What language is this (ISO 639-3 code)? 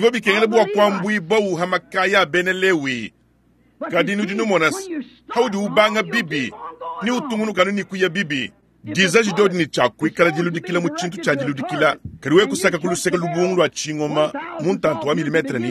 lua